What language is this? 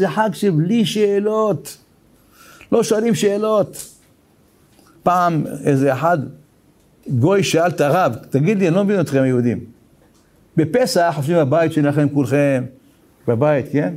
Hebrew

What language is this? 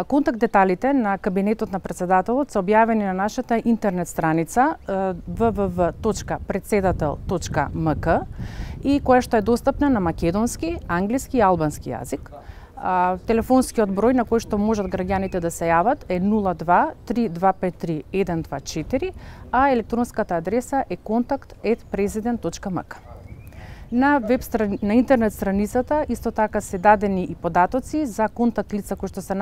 Macedonian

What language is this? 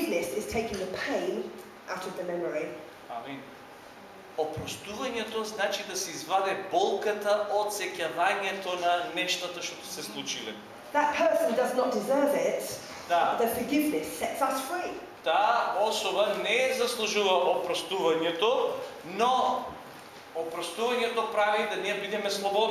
Macedonian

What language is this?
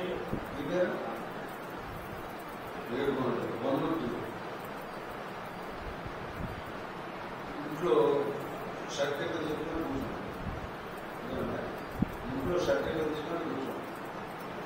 Telugu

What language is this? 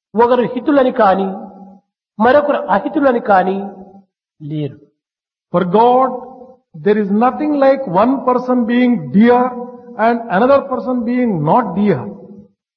Telugu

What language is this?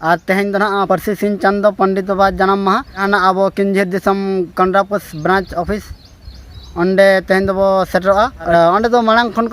Santali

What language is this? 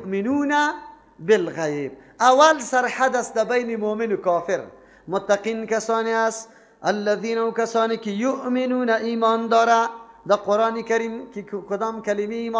Persian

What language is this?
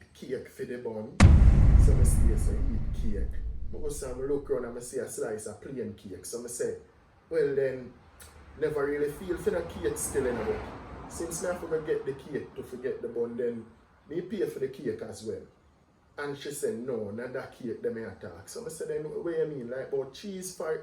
Jamaican Creole English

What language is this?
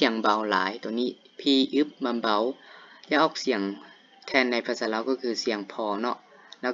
Lao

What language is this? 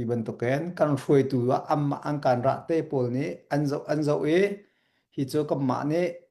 Hakha Chin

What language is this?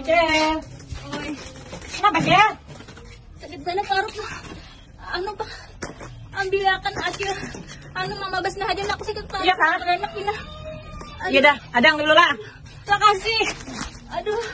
Banjar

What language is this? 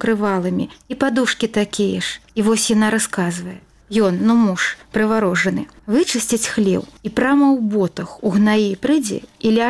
Belarusian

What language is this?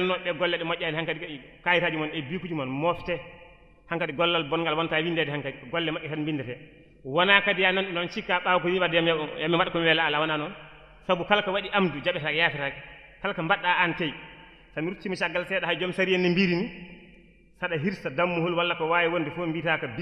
Fula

